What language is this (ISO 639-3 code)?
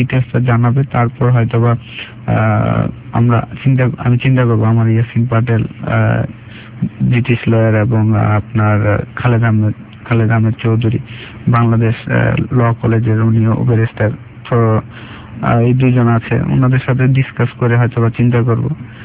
ben